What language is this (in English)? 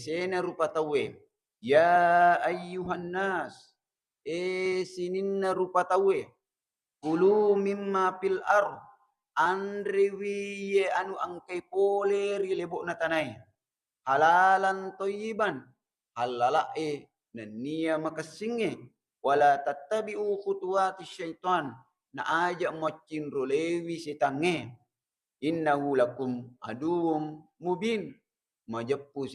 Buginese